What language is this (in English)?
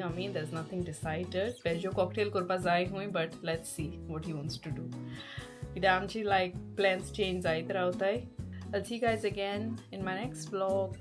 Konkani